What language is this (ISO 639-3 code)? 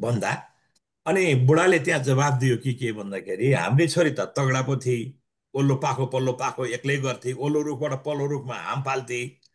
nep